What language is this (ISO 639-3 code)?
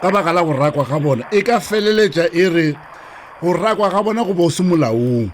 nso